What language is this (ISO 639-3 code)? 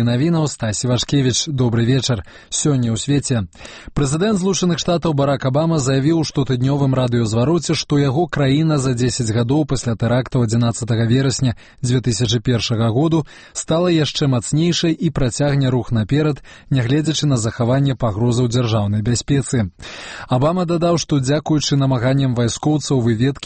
bel